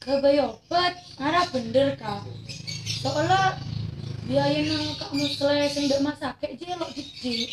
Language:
Madurese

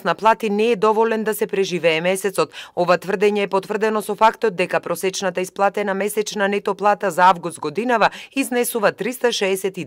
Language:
Macedonian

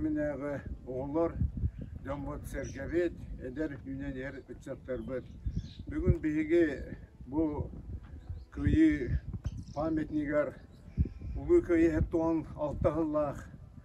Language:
Yakut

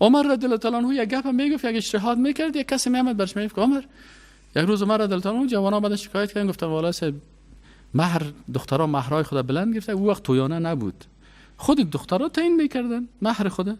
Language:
Persian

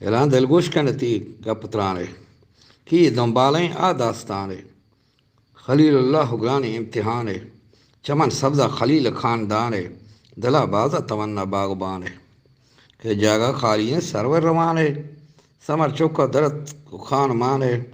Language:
Eastern Balochi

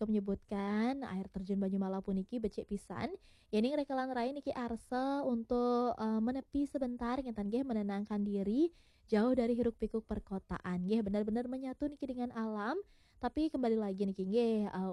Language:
Balinese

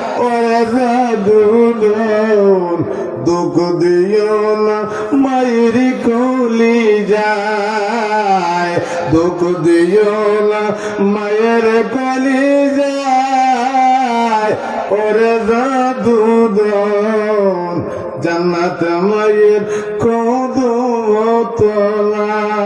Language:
Sylheti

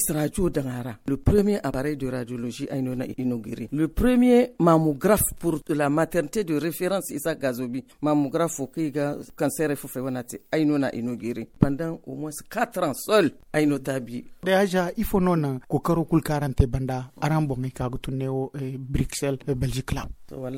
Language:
Zarma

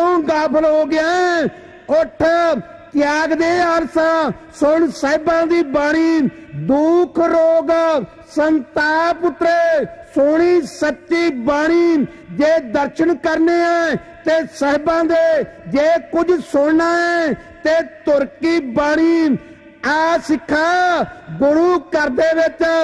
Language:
Punjabi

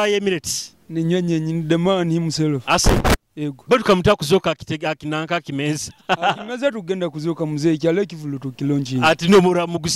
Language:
Nyoro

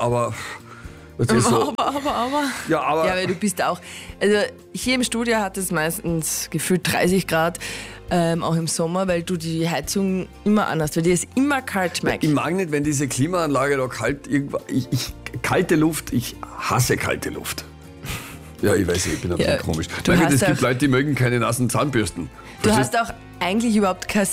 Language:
German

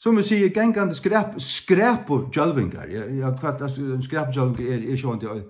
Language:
Faroese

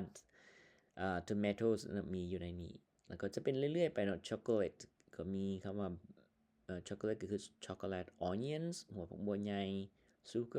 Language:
Lao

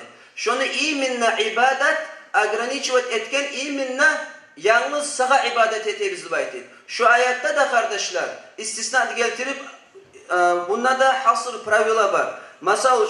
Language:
Kumyk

